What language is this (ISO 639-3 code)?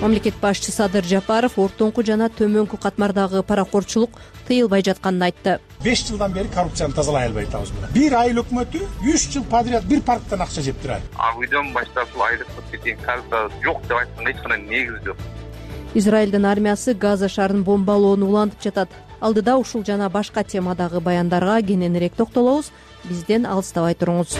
kir